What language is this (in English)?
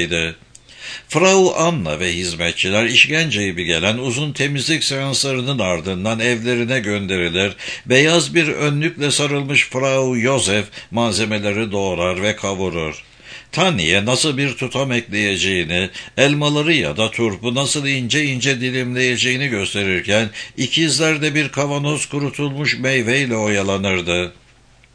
Turkish